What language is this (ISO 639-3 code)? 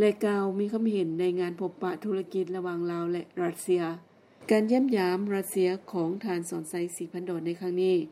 lao